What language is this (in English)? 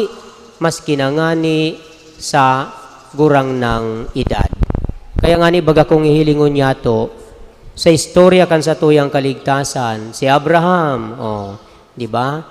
Bikol